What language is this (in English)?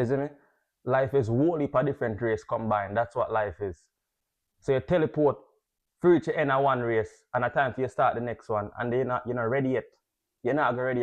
Jamaican Creole English